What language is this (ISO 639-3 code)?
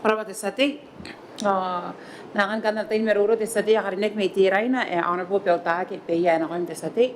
gil